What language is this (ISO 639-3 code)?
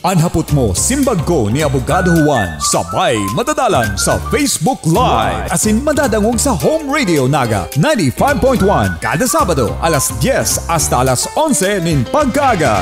bik